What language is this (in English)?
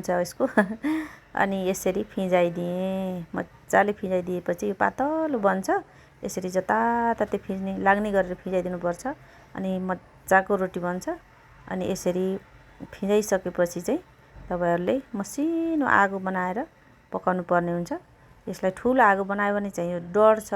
Nepali